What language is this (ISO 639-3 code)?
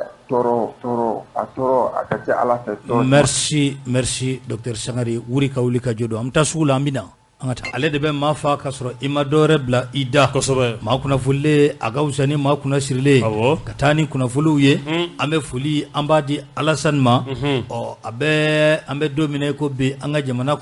bam